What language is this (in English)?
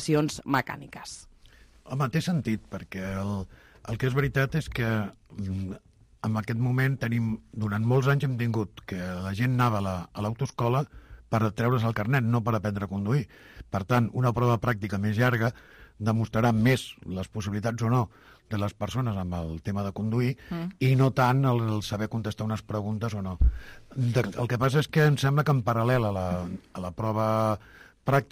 Catalan